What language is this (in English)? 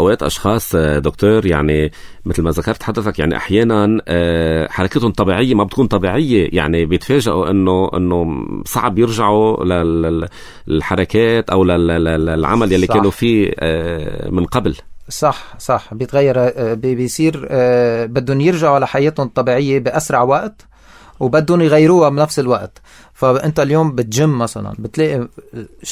North Levantine Arabic